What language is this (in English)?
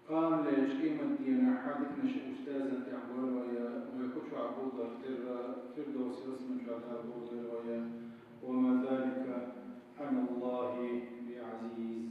Chechen